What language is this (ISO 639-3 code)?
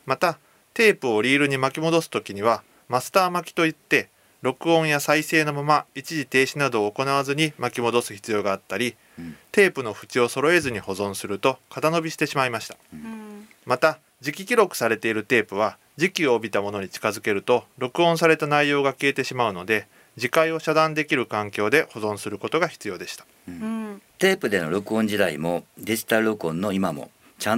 jpn